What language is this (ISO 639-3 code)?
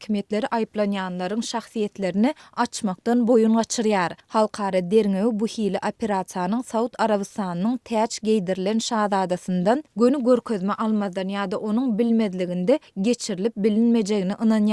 tuk